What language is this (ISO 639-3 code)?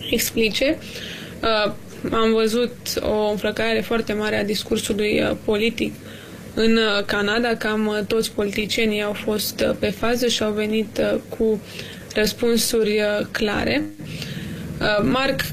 ron